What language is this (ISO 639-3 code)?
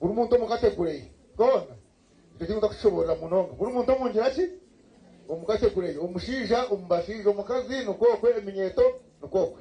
nyn